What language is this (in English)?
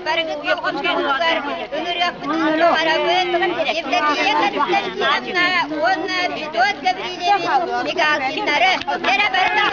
Yakut